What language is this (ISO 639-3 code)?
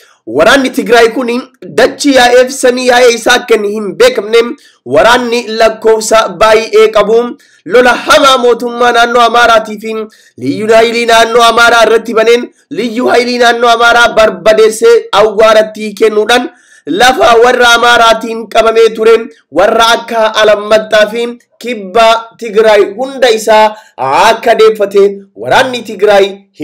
orm